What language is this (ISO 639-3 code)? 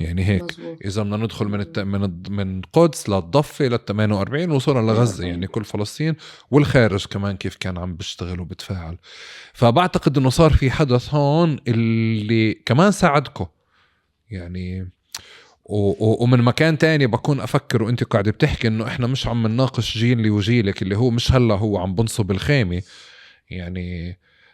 apc